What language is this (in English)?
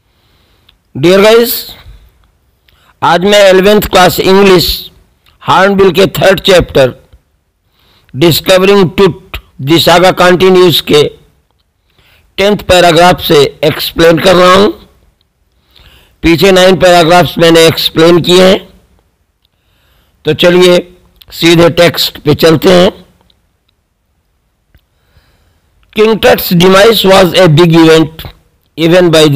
Hindi